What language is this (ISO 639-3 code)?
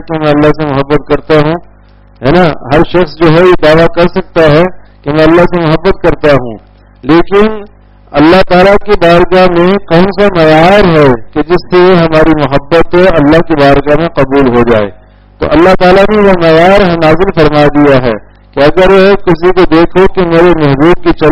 urd